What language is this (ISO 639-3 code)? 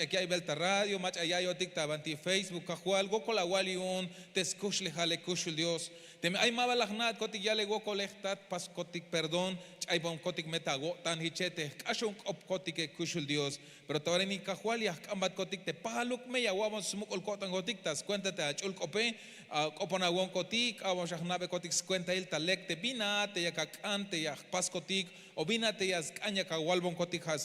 tzh